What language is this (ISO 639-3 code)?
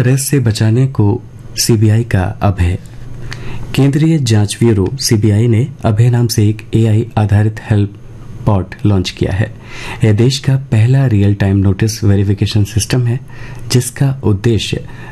hin